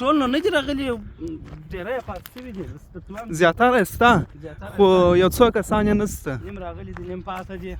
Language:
Pashto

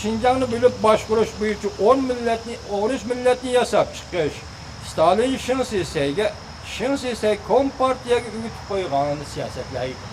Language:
Uyghur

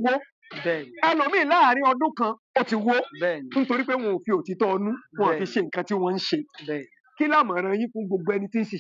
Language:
Yoruba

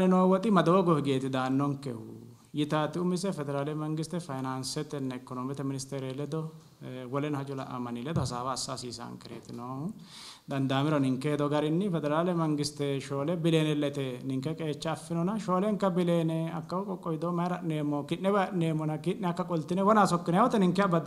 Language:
Sidamo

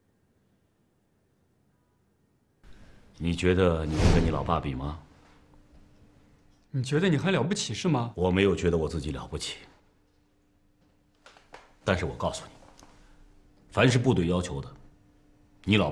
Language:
Chinese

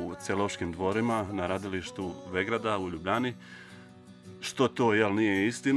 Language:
Croatian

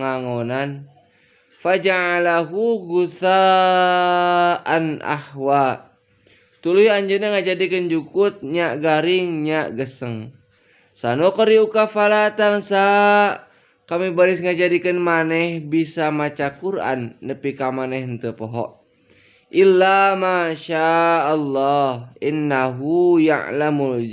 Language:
Sundanese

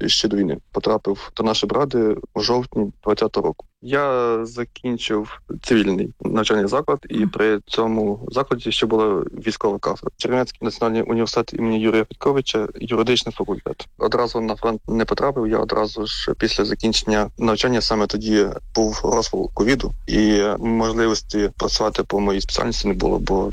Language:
Ukrainian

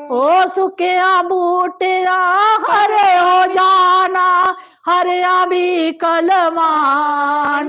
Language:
Dogri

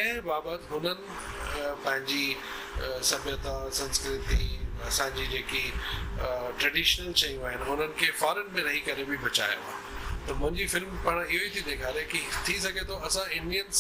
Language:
Sindhi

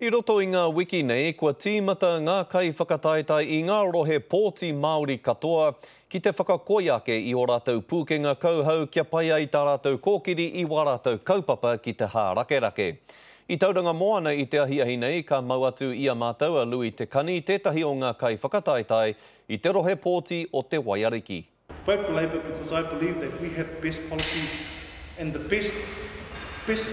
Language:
Māori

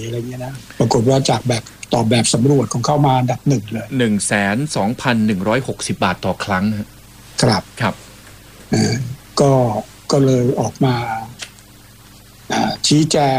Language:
Thai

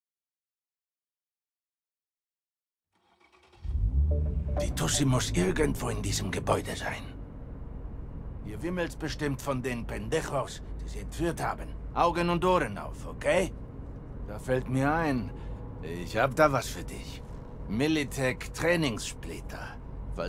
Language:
German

